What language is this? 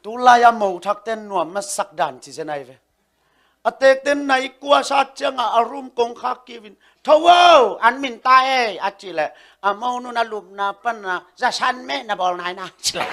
Tedim Chin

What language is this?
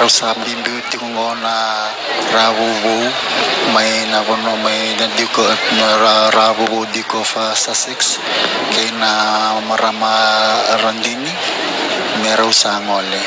Fijian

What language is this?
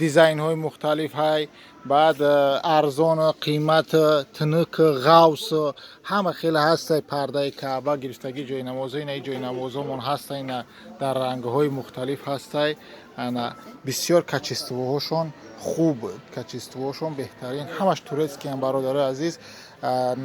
Tajik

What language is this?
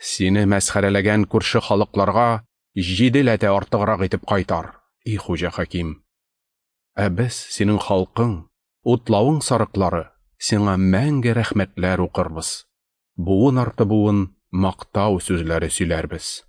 Tatar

